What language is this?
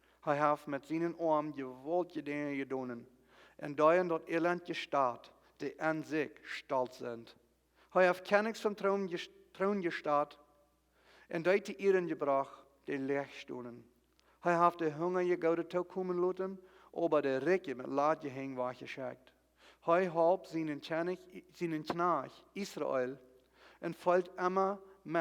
Plautdietsch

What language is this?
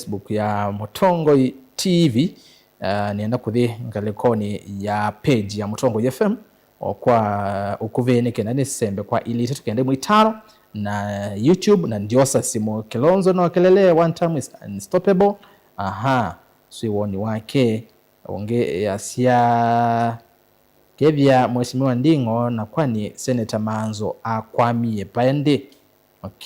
Kamba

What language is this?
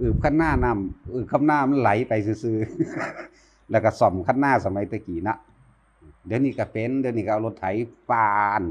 Northeastern Thai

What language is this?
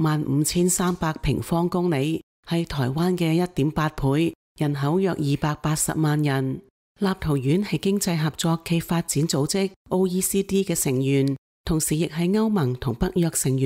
Cantonese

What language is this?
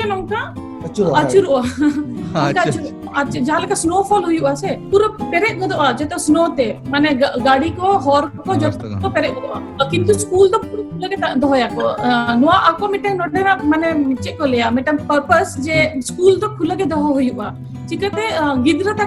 Santali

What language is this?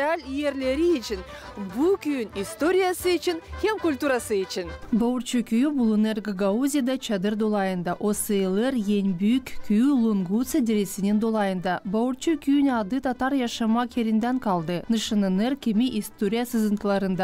Gagauz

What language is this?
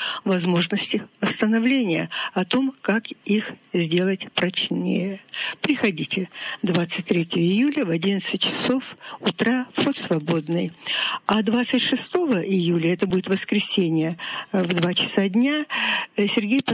Russian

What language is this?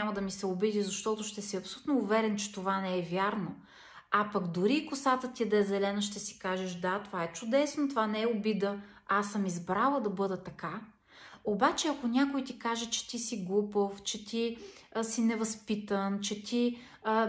Bulgarian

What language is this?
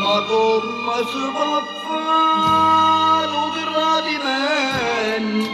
Neapolitan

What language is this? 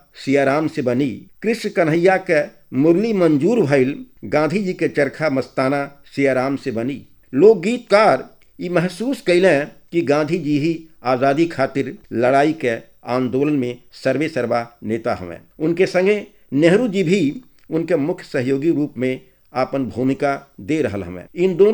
Bhojpuri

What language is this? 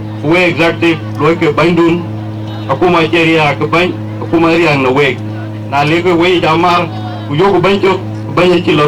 Dinka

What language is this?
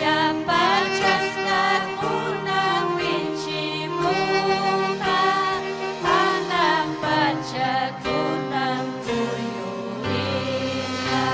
Ayacucho Quechua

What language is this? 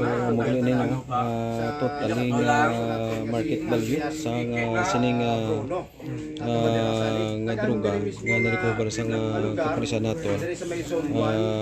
Hiligaynon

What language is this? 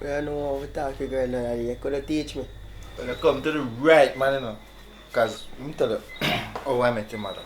Jamaican Creole English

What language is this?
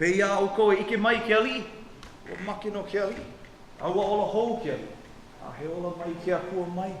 Hawaiian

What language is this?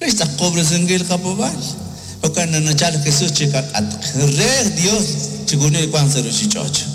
Kekchí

